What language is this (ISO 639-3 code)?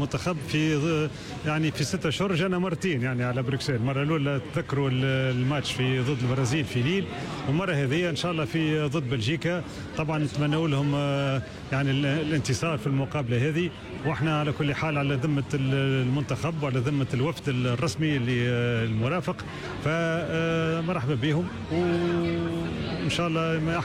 aeb